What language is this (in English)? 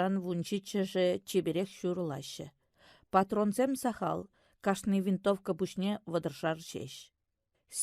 Chuvash